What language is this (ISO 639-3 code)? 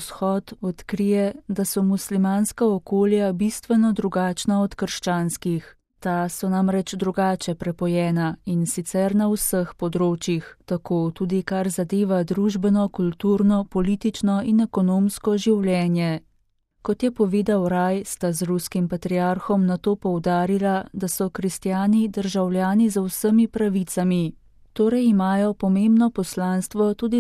slv